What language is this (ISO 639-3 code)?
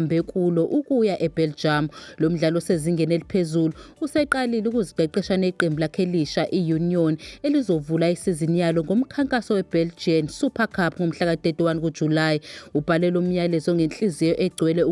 zul